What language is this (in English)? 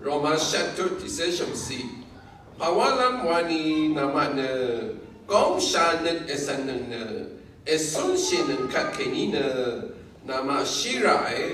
Rawang